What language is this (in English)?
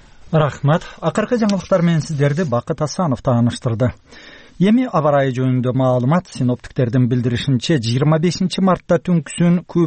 Kyrgyz